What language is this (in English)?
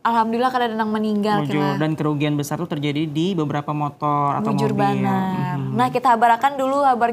Banjar